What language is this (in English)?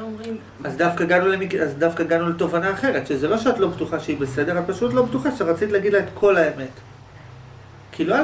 Hebrew